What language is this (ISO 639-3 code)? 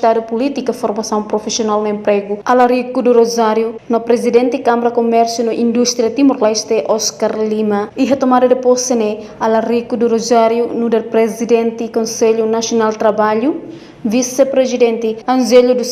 tet